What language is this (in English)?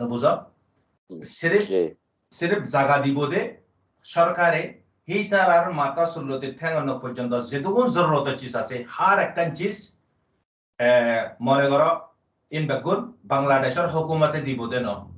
Rohingya